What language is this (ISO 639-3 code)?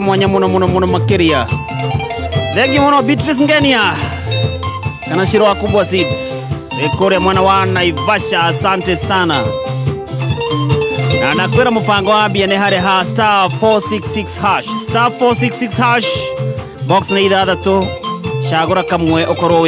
kik